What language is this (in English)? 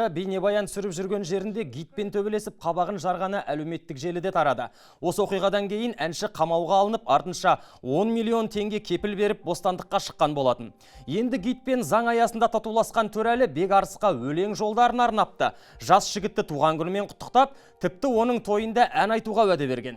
Kazakh